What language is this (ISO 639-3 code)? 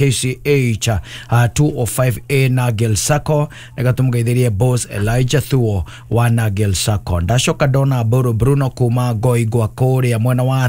kik